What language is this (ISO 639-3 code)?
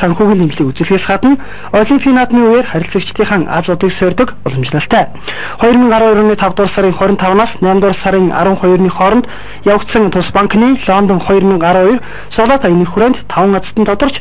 mon